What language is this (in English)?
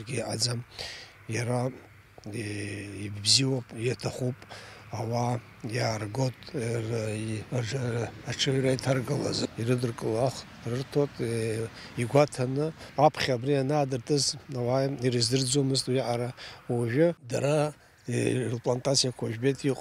Abkhazian